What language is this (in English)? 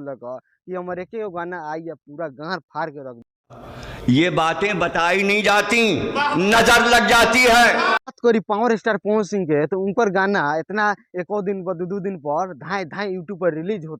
Bhojpuri